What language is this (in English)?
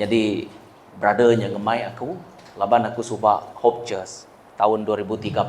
Iban